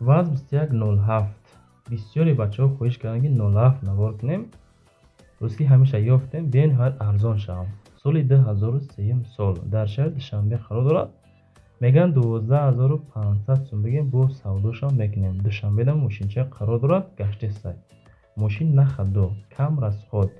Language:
Tajik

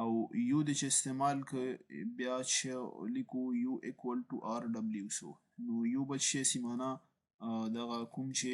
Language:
Pashto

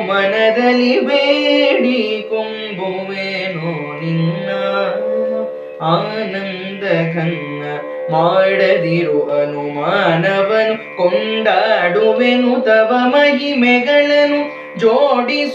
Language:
Kannada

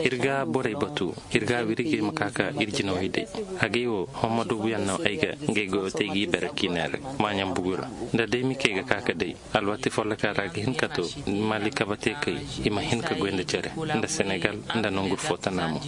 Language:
Koyraboro Senni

